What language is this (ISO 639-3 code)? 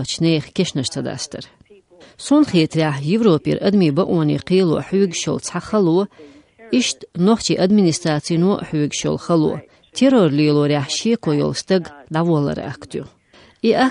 che